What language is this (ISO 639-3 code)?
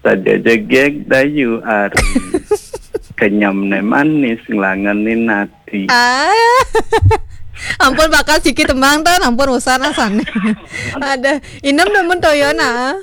ban